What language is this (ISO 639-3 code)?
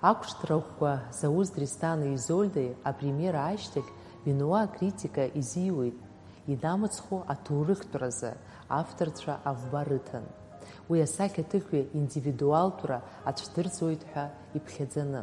abk